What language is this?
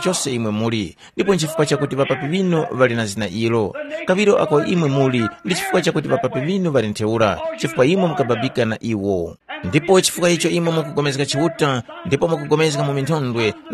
Tumbuka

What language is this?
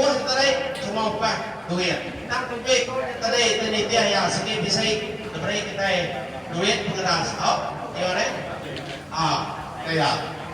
Iban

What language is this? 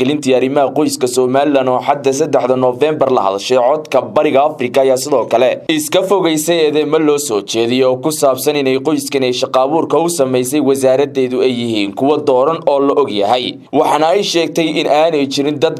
Somali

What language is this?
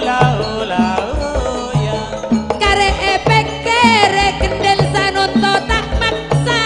Madurese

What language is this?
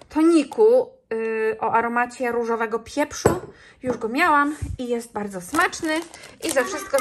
Polish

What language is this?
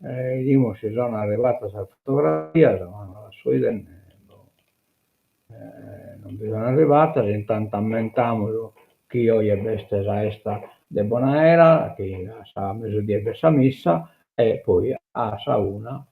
Sardinian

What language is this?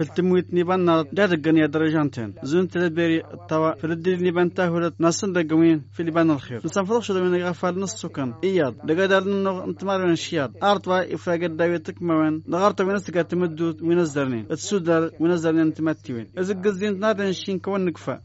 Tamasheq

